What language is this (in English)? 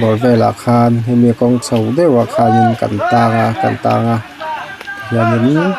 Mizo